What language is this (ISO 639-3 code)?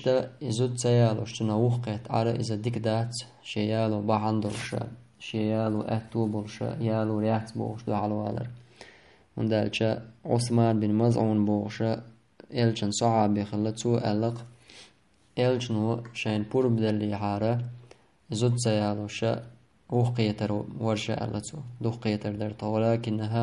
che